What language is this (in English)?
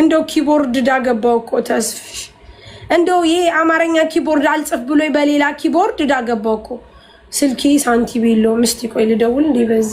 Amharic